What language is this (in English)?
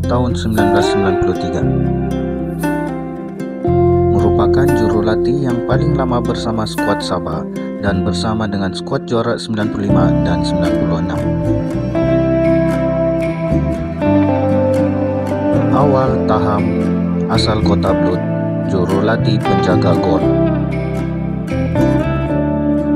Malay